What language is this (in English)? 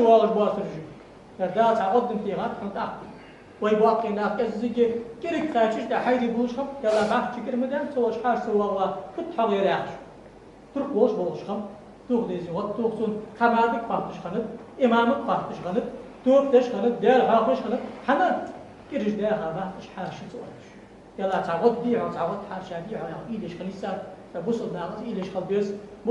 Ingush